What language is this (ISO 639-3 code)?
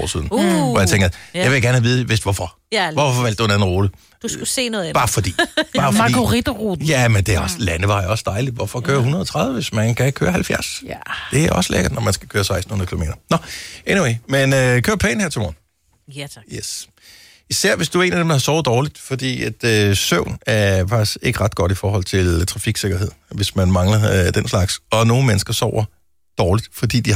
dan